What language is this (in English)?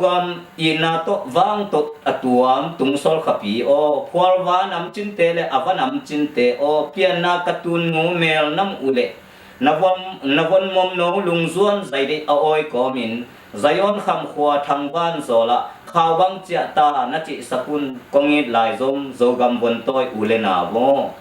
Tedim Chin